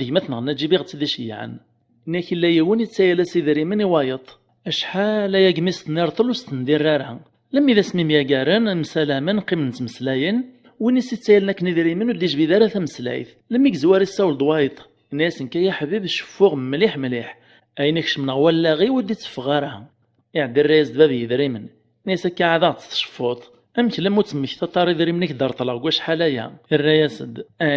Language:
Kabyle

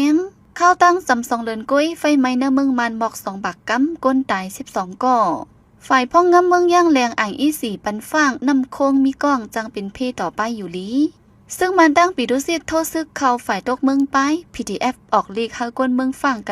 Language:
Shan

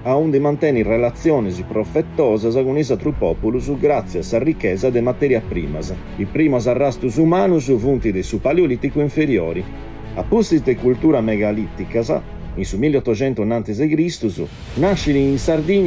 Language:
Sardinian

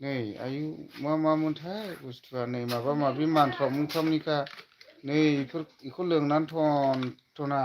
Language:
Bodo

